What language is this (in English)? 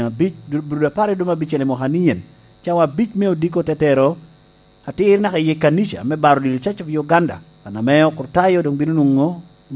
Lango (Uganda)